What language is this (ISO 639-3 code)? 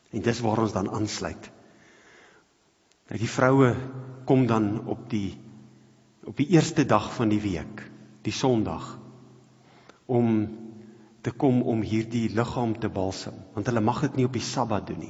afr